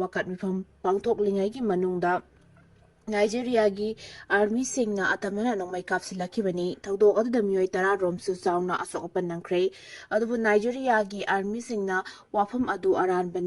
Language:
Manipuri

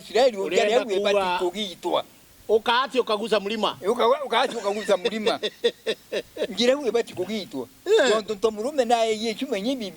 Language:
Meru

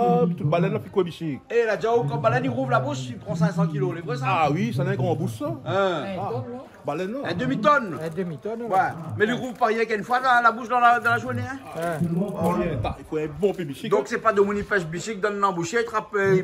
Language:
Réunion Creole French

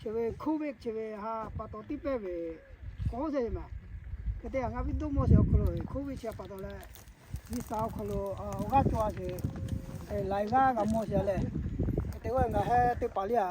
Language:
Lahu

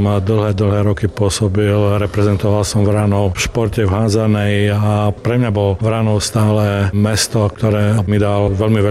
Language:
Slovak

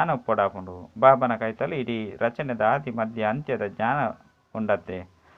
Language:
Tulu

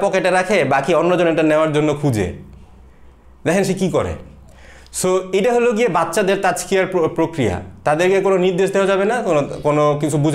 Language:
Bangla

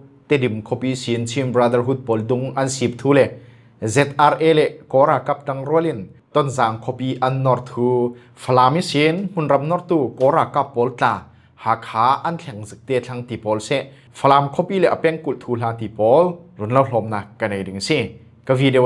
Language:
Falam Chin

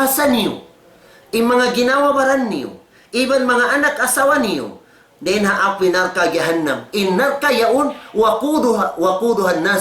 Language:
Tausug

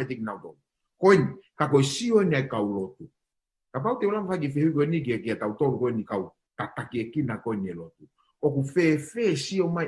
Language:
Tongan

